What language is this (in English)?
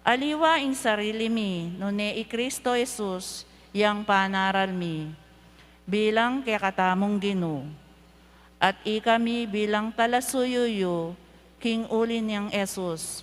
Pampanga